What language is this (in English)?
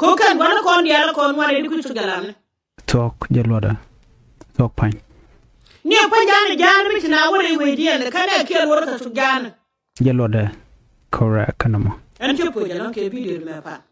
Nuer